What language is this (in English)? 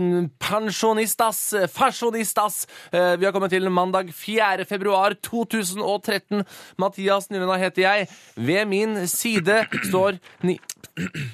Norwegian